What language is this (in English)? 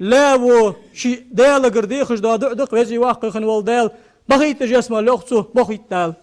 Ingush